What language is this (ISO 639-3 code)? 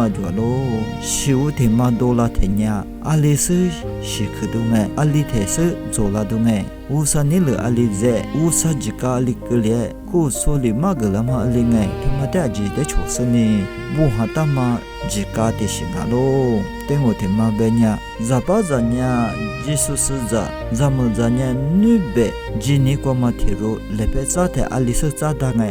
lis